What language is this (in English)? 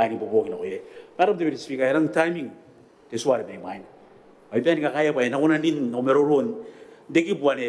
Gilbertese